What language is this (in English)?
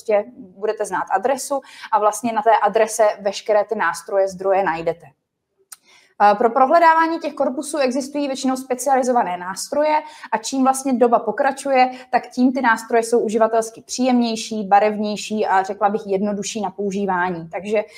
Czech